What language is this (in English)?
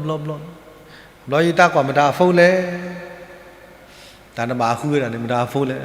S'gaw Karen